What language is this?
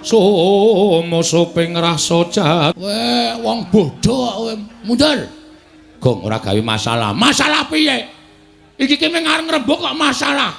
Javanese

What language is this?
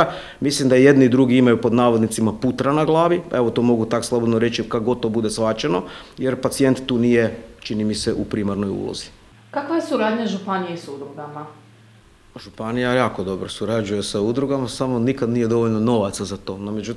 Croatian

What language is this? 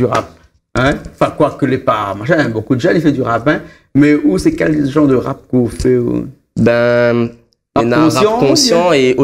Réunion Creole French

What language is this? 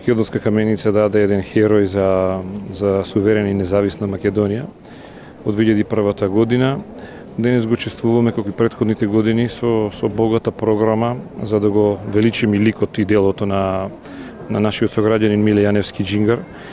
Macedonian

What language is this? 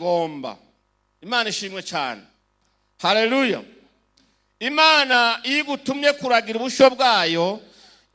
Rundi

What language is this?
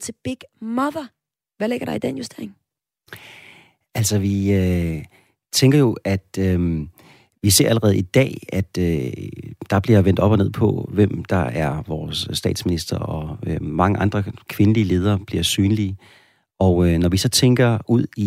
Danish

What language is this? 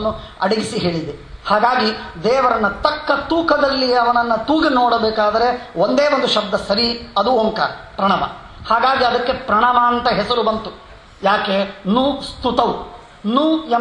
Kannada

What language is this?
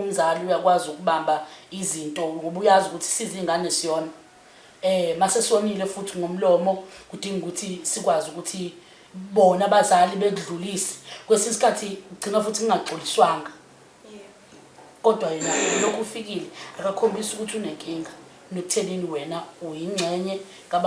Zulu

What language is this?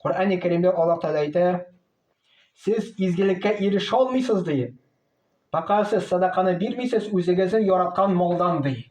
Tatar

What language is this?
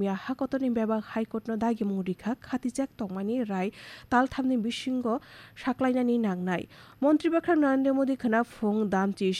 Kok Borok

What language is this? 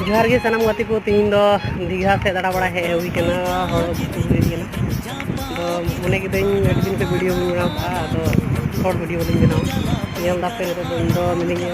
Santali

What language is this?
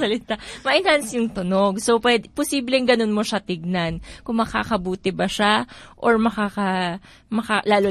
Filipino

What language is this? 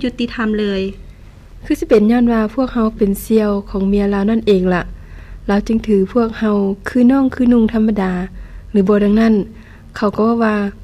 Lao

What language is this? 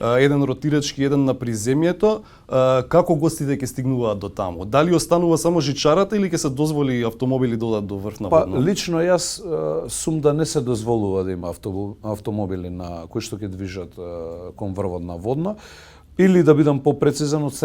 Macedonian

